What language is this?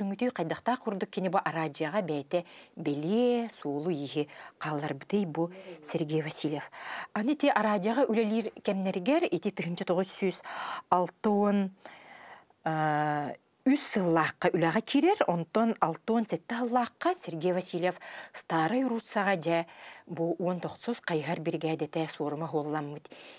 Yakut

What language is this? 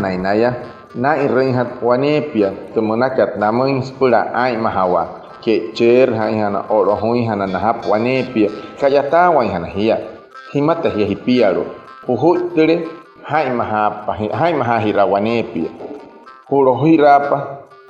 Wayuu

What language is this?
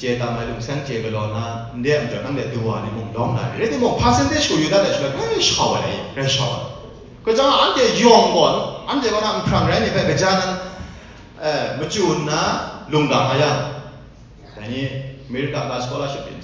Kachin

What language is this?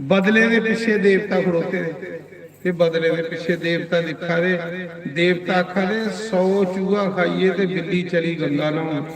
Dogri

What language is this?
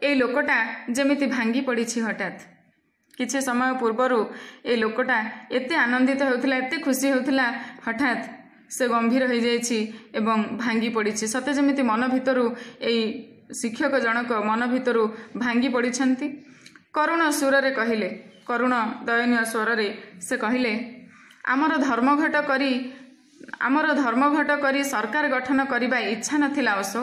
Odia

